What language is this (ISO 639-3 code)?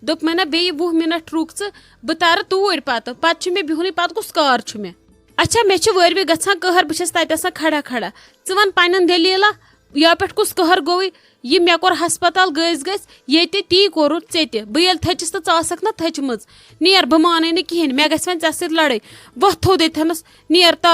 kas